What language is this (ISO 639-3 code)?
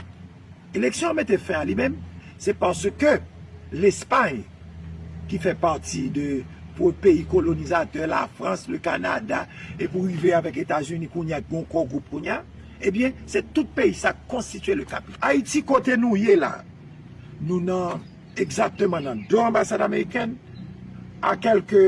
hat